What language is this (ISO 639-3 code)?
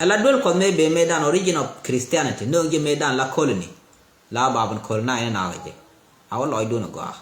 nus